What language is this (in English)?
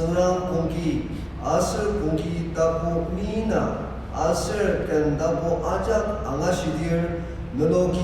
Ao Naga